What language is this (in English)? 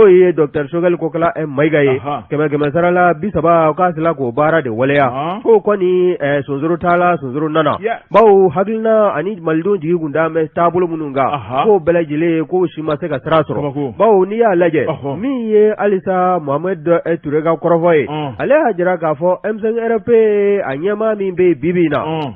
Bambara